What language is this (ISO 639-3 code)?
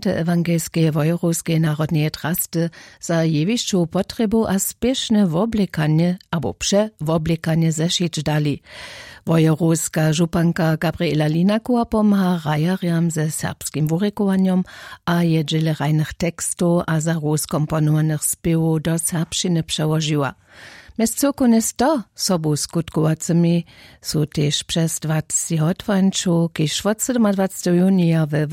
hsb